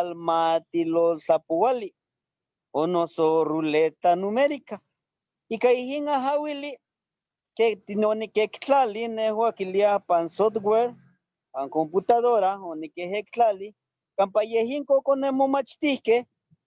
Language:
Eastern Huasteca Nahuatl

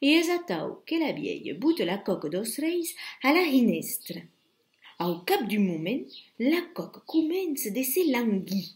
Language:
Occitan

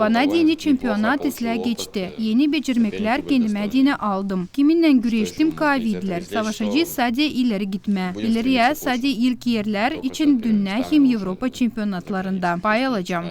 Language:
Gagauz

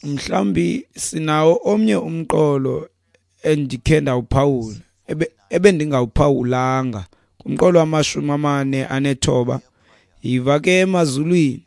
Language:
Xhosa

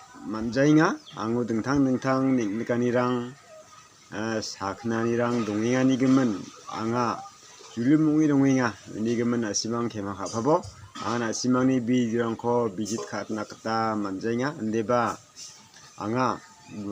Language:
Garo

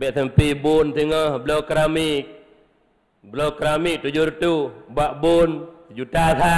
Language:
Achinese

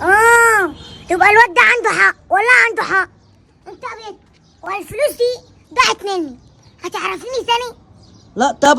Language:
Egyptian Arabic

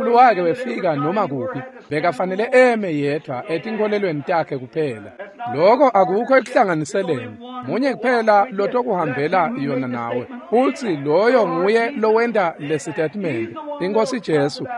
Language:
Swati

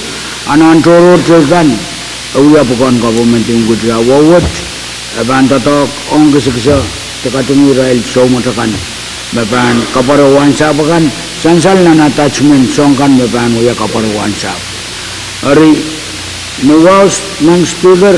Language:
Pohnpeian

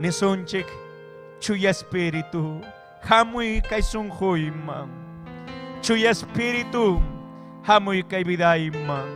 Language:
Ayacucho Quechua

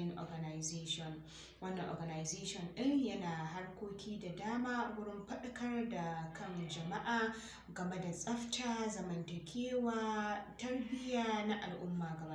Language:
Hausa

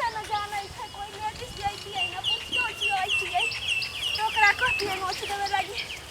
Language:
Maithili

